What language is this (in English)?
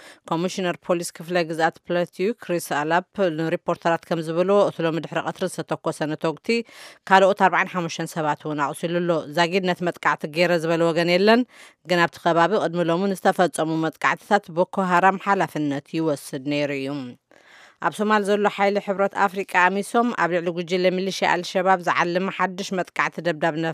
Tigrinya